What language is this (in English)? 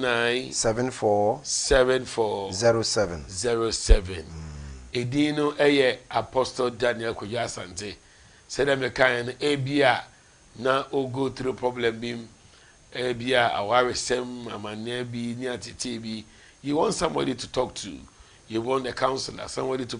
Akan